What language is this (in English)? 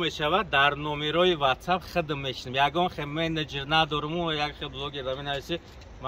Tajik